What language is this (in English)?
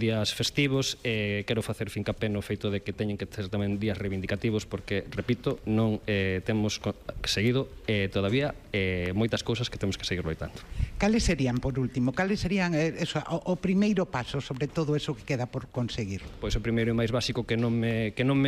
Galician